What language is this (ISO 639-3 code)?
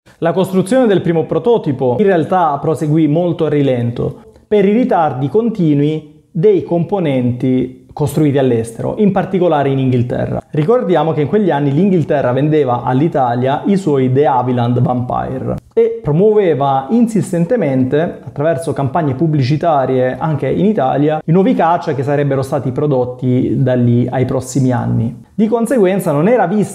ita